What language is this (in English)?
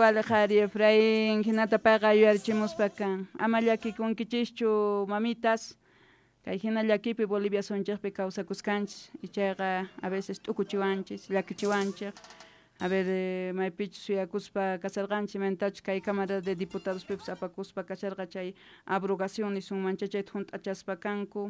South Bolivian Quechua